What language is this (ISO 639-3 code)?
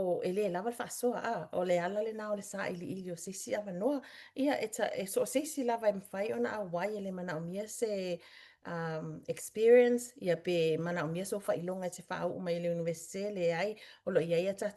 smo